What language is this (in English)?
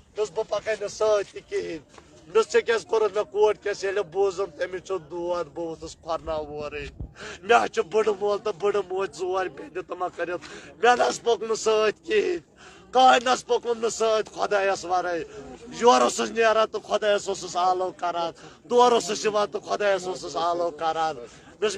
Kashmiri